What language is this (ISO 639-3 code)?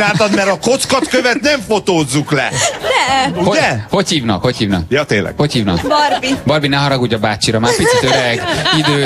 hun